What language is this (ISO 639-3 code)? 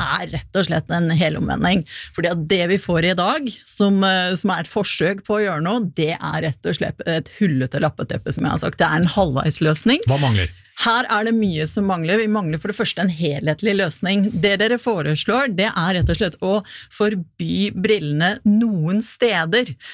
nor